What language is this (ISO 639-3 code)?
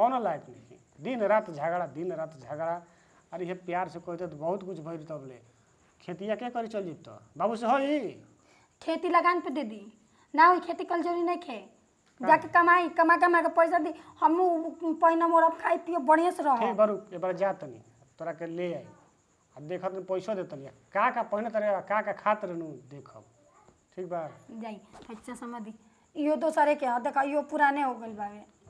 bho